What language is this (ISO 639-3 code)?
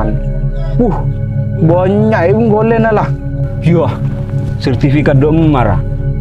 mad